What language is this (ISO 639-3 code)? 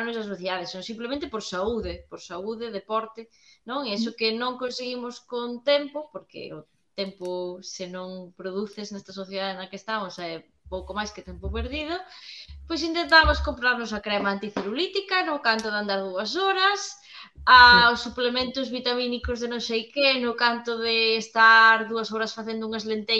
glg